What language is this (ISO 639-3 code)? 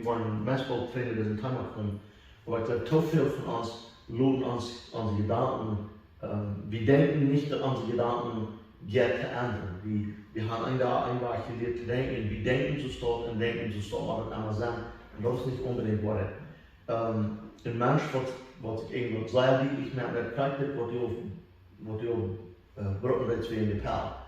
pdt